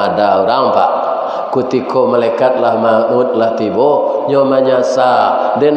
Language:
Minangkabau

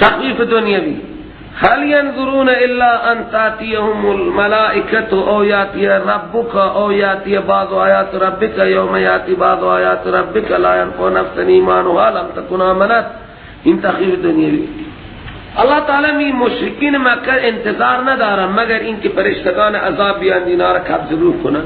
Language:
Persian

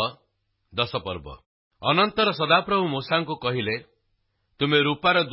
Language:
Odia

